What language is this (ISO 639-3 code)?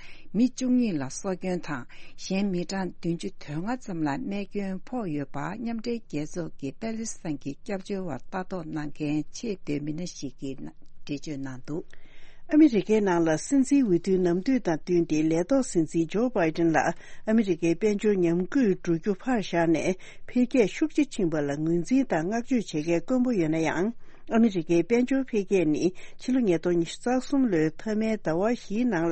bod